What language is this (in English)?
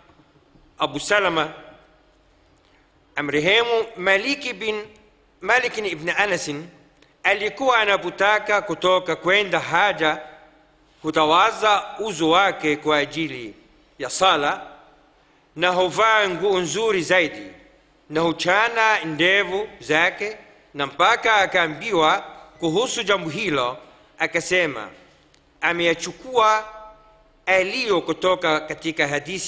Swahili